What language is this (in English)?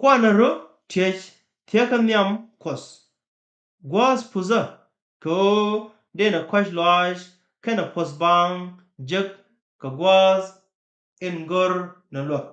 Nuer